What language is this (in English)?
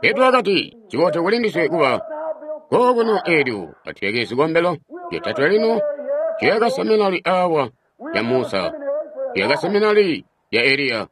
Tonga (Zambia)